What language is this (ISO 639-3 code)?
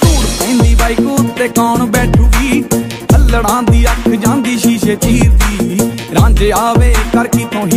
pan